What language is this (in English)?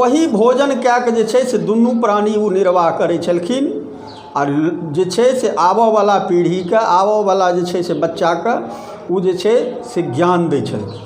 Maithili